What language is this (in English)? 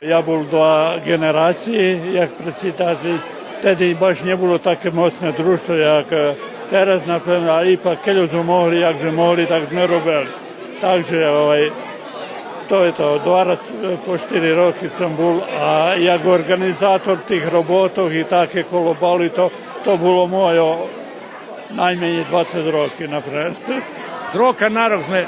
Rusyn